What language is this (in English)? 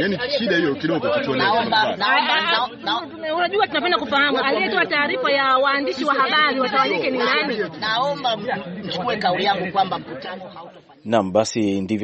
Swahili